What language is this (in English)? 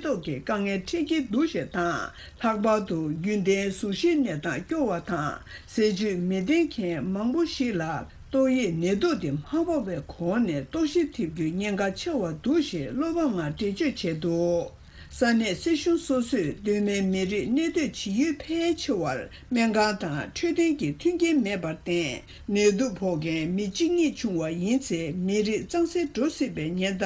Tibetan